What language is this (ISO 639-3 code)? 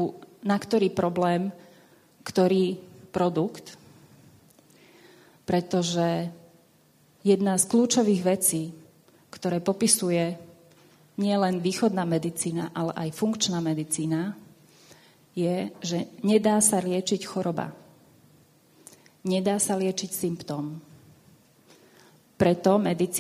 slk